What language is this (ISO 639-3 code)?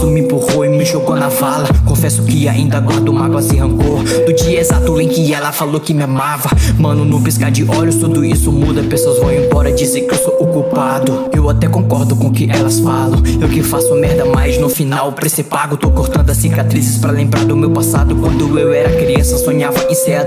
por